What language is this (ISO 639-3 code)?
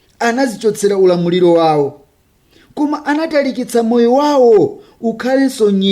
nya